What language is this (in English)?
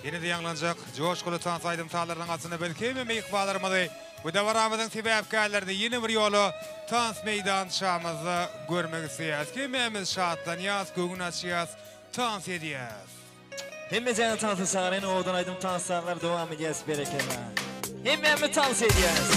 Turkmen